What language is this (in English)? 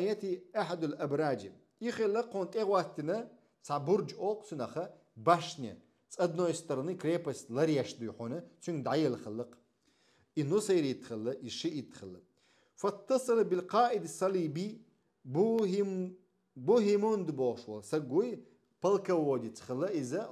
Chechen